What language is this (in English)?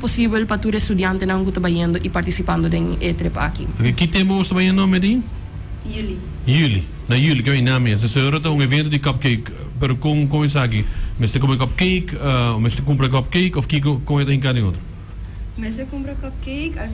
Papiamento